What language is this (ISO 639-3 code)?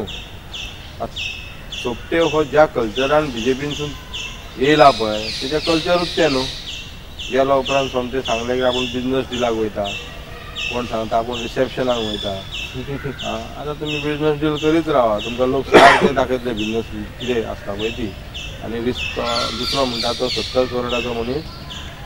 kok